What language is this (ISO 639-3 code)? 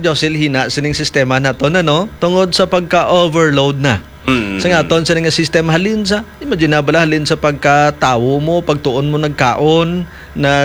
hil